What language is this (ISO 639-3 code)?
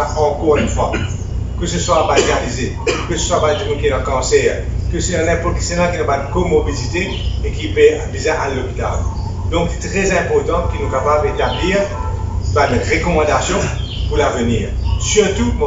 mfe